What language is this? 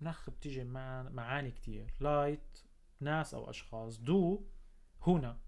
North Levantine Arabic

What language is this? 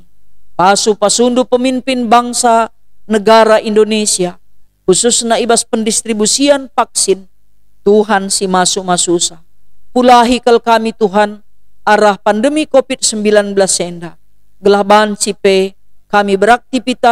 Batak Karo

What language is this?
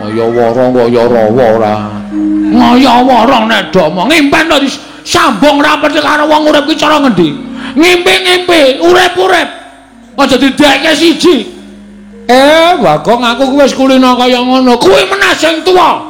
Javanese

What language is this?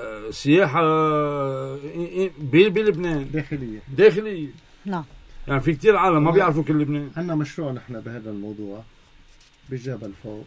North Levantine Arabic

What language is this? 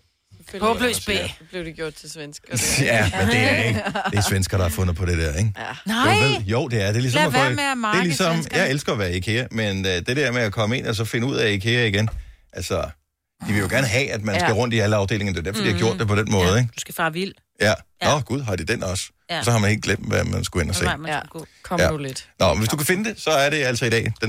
Danish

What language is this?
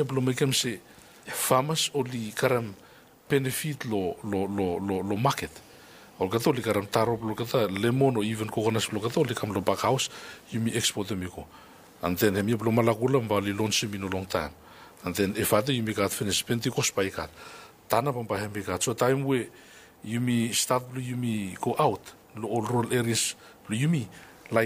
Bislama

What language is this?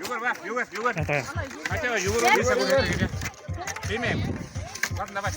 Bashkir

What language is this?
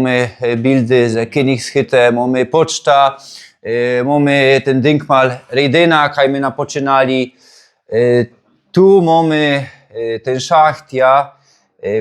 Silesian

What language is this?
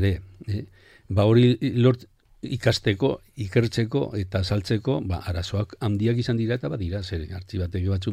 Basque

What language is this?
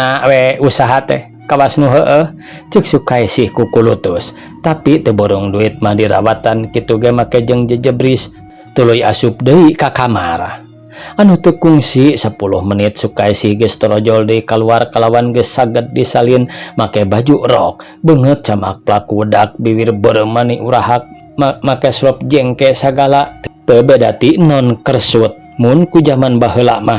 Sundanese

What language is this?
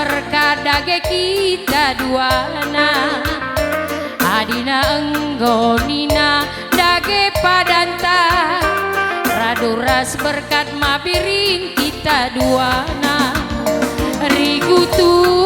Batak Karo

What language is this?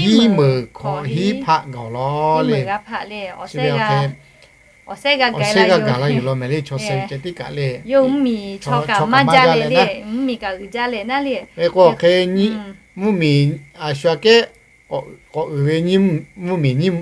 Lahu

